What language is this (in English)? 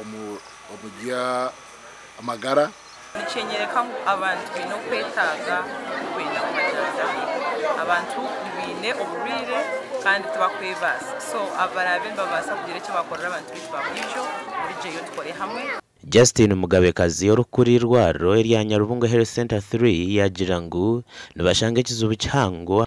Nyankole